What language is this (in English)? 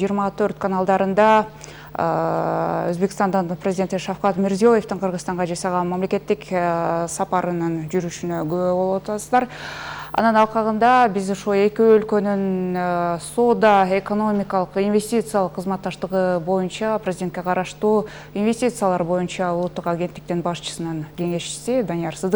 Kyrgyz